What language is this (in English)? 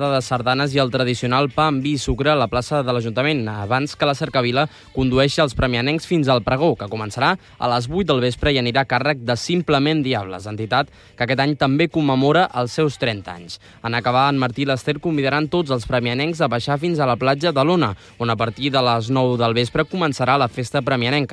Catalan